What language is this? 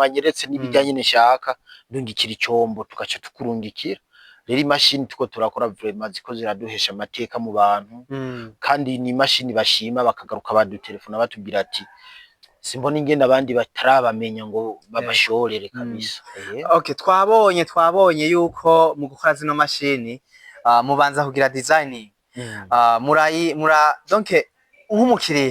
Rundi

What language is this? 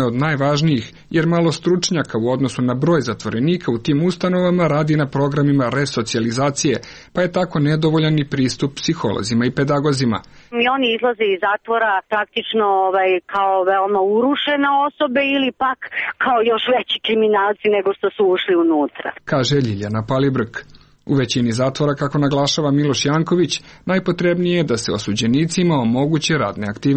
Serbian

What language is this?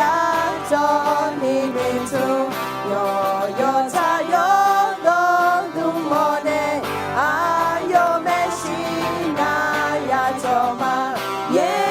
Akha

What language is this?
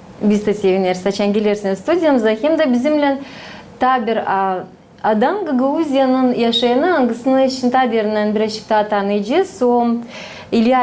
Gagauz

